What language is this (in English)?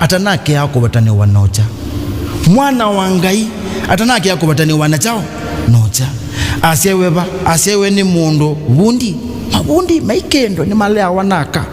Kamba